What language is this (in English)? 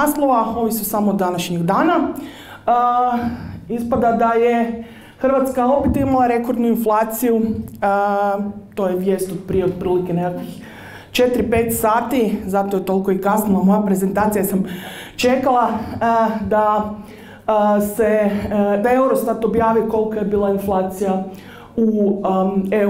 Croatian